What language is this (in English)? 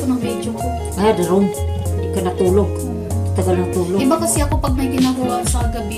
Filipino